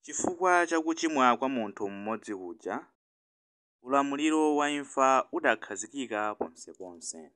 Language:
Nyanja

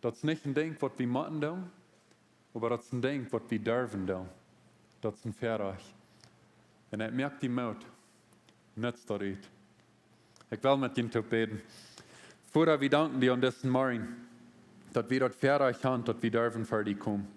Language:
Plautdietsch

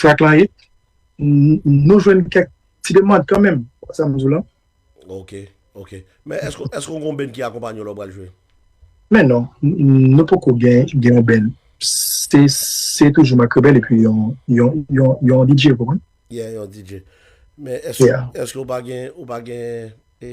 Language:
Haitian Creole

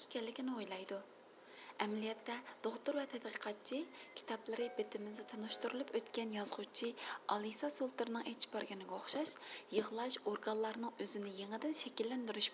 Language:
Uyghur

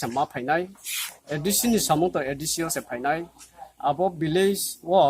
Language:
Riang (India)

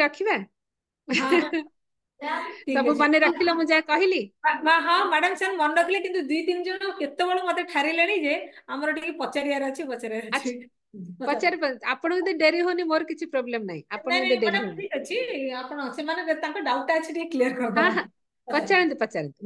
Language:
Odia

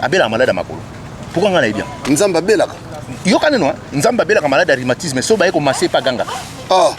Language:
Lingala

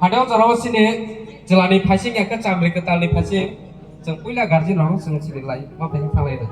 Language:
Kok Borok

